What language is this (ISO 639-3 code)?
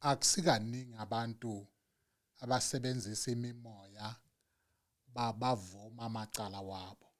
zul